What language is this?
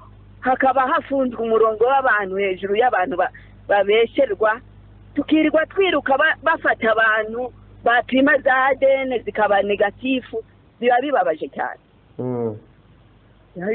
Kinyarwanda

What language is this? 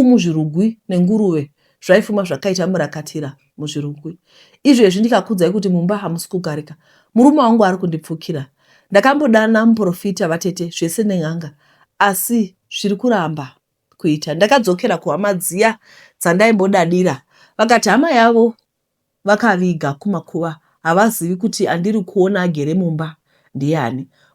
Shona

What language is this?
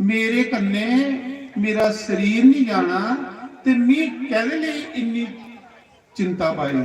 Dogri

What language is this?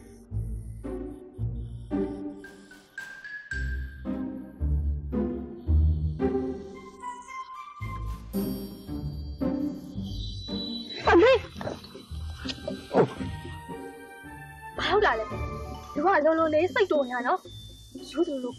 Burmese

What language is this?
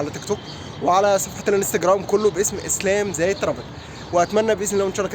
Egyptian Arabic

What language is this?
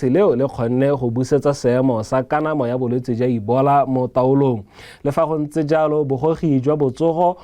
Tswana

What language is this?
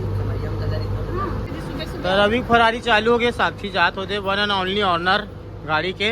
Chhattisgarhi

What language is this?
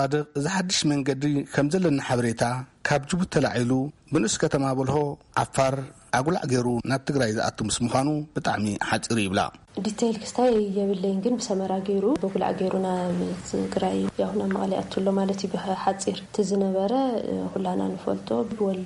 Tigrinya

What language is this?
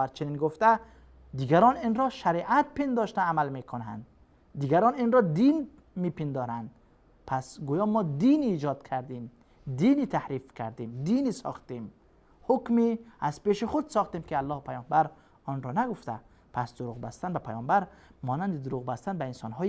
Persian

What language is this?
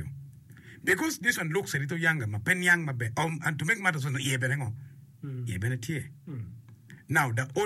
Acoli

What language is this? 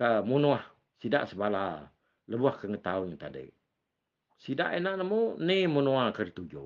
Iban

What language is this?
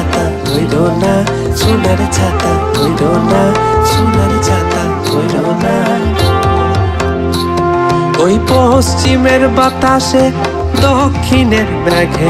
Bangla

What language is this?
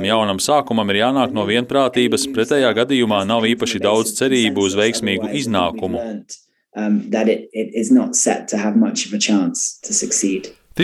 Latvian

